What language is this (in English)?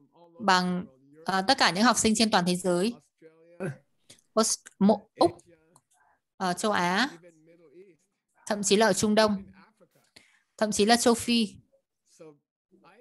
Vietnamese